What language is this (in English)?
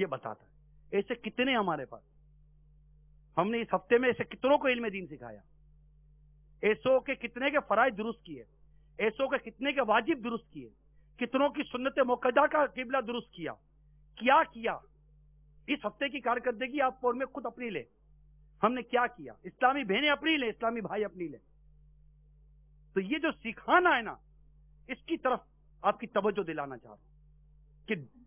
Urdu